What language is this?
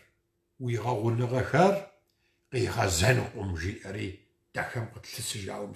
Kabardian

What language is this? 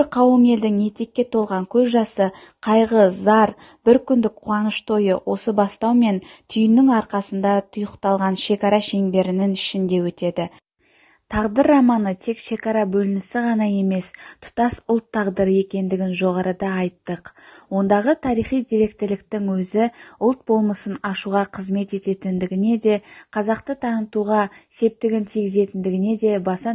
Kazakh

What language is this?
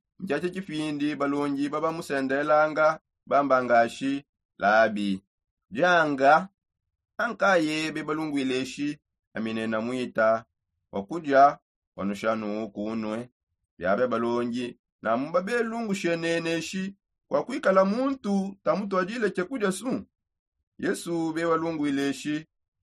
Songe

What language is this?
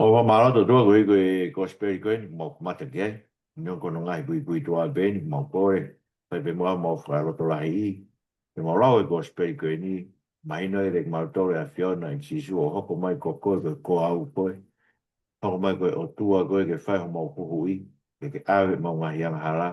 Tongan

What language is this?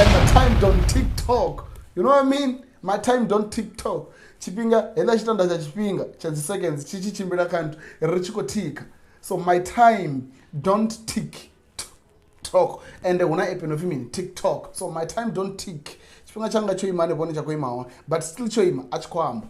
Venda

